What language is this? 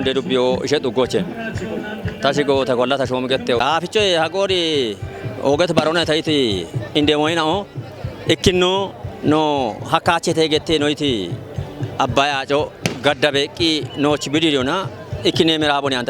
Kafa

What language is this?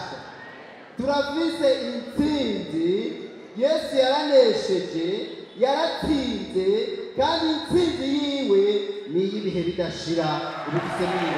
Rundi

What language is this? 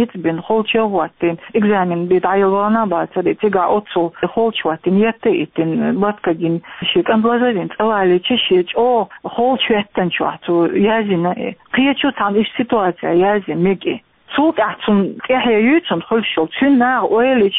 Chechen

